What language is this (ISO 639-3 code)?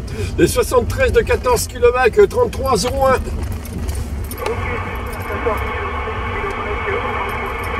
fra